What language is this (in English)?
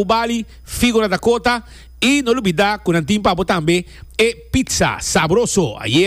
Papiamento